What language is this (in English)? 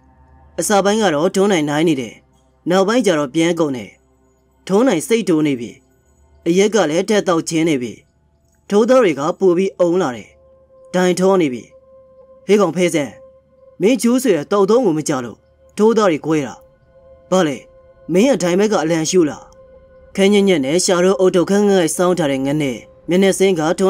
Burmese